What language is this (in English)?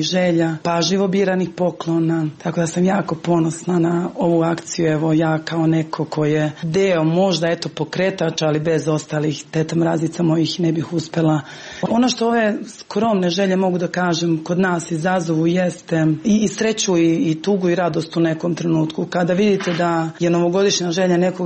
Serbian